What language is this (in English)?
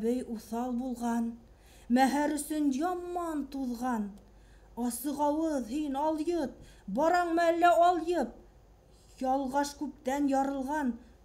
Bashkir